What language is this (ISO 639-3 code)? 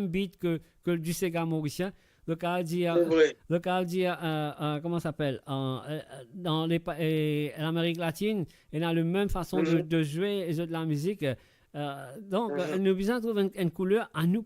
mfe